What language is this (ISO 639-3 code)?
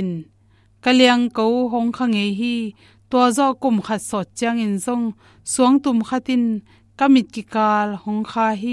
ctd